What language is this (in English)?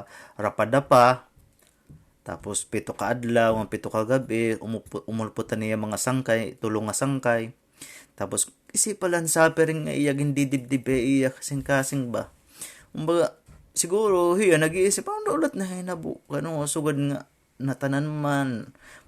Waray